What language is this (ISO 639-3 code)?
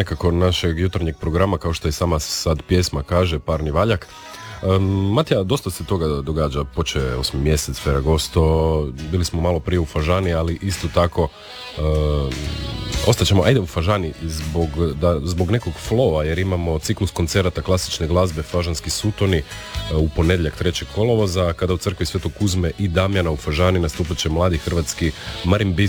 hrv